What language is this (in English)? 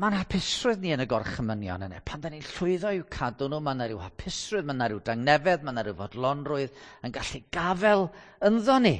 Welsh